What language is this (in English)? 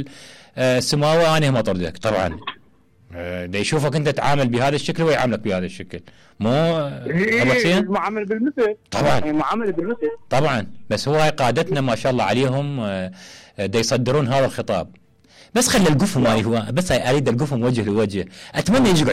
Mesopotamian Arabic